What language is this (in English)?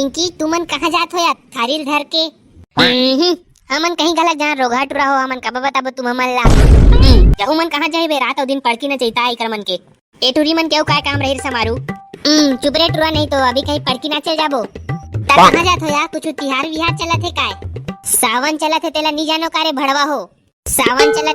Chhattisgarhi